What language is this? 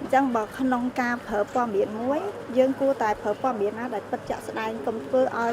Khmer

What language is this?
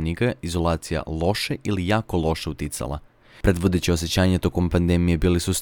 Serbian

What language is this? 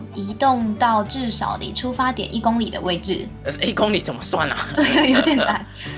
Chinese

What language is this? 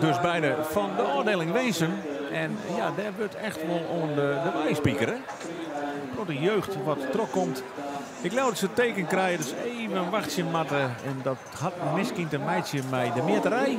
Western Frisian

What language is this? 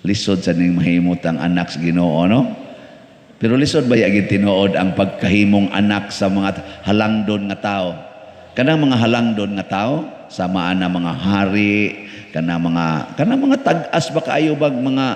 Cebuano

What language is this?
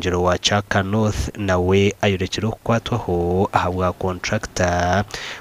Nyankole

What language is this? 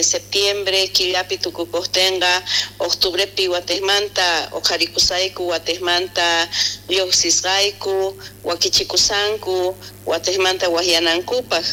South Bolivian Quechua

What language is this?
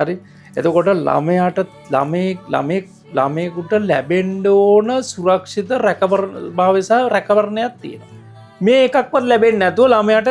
Sinhala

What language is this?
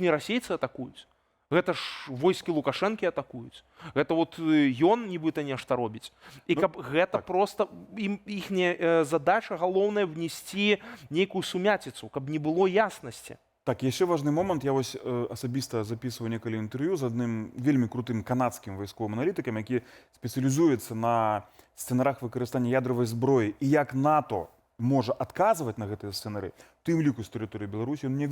Belarusian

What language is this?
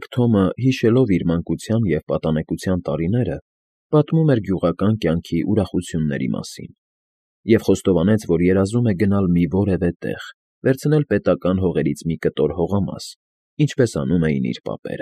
Armenian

